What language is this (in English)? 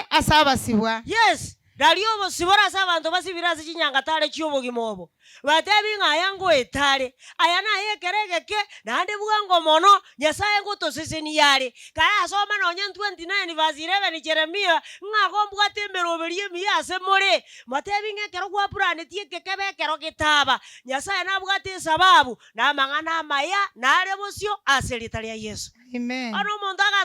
Gusii